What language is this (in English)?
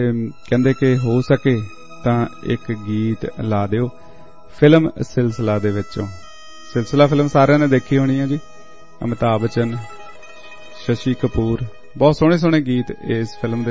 Punjabi